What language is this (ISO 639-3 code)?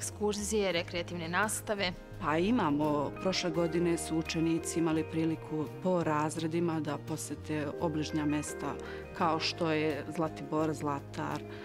srp